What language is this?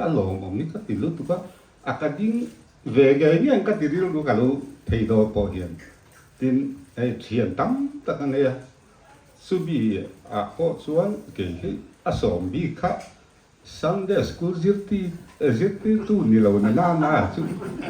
Mizo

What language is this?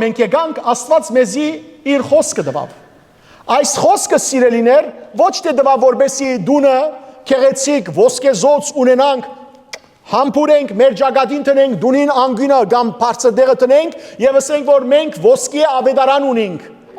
Western Armenian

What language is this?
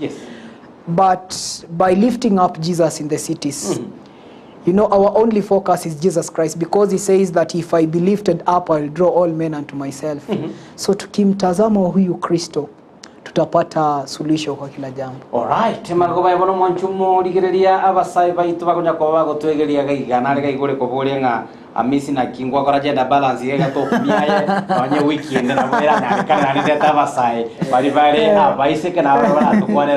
Gusii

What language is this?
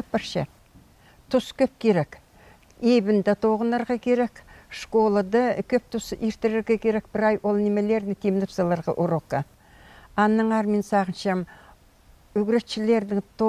Khakas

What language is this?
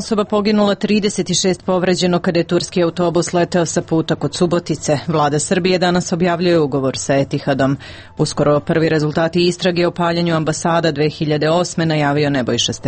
Serbian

